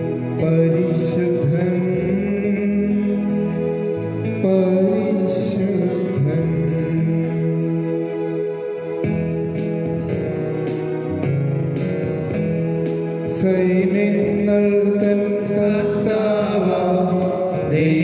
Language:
Malayalam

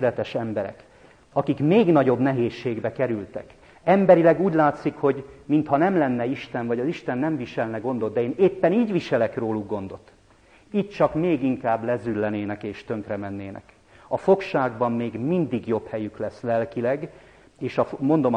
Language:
Hungarian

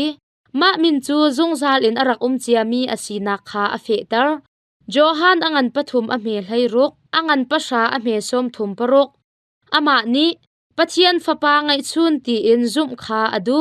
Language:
Hakha Chin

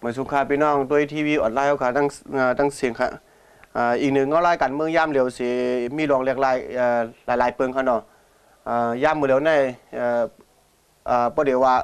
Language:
Shan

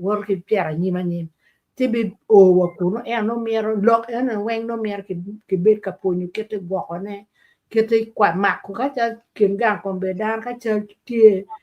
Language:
Acoli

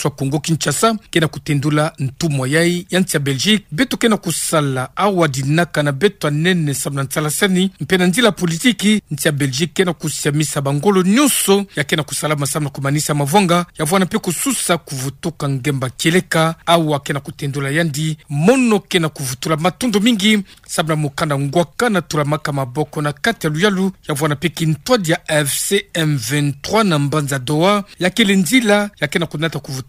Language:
Kituba (Democratic Republic of Congo)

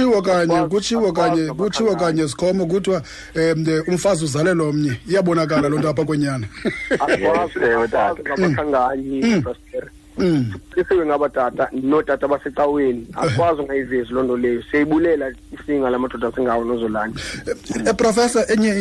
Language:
Xhosa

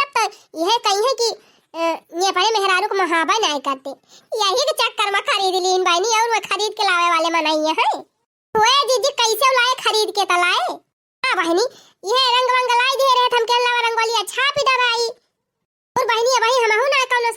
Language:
Awadhi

